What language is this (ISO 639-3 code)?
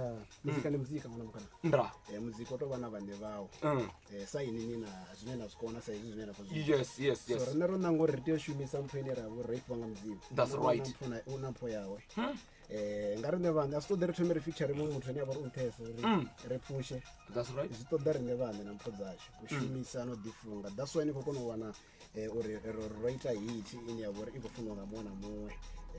ven